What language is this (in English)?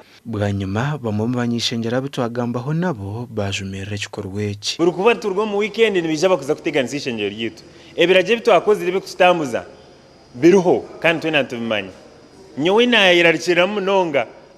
Nyankole